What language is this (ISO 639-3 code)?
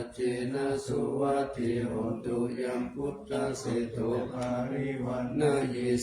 pli